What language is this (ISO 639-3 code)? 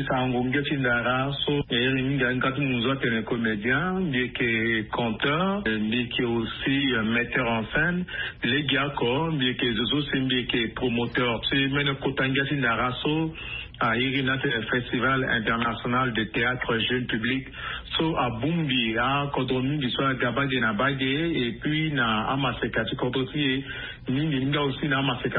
sag